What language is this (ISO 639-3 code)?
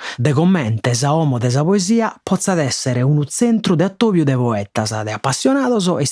srd